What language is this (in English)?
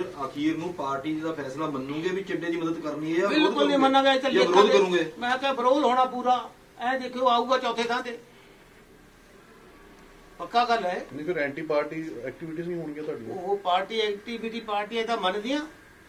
Punjabi